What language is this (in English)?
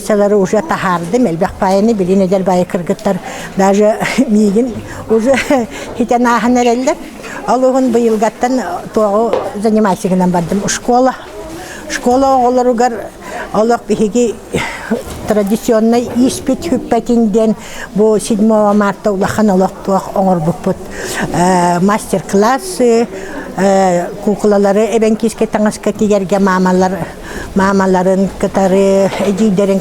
Yakut